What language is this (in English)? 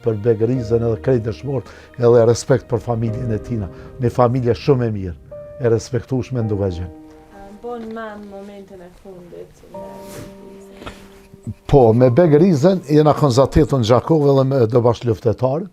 Albanian